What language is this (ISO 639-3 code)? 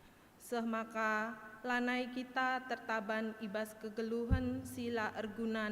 btx